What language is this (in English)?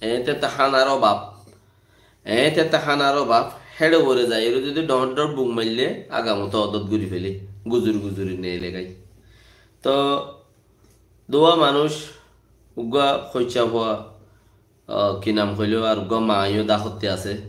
Rohingya